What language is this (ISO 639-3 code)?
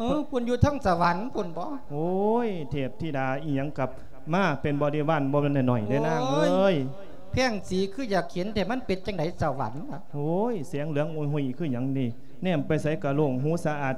lao